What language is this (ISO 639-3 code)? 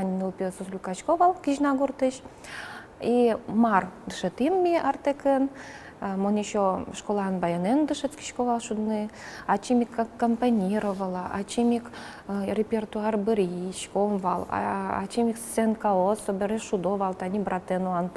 udm